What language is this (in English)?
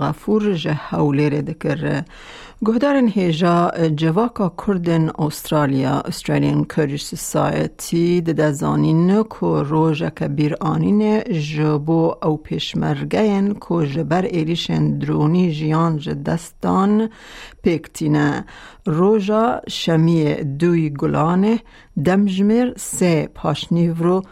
Kurdish